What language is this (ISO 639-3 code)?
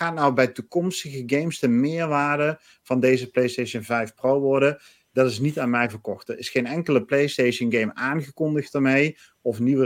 nld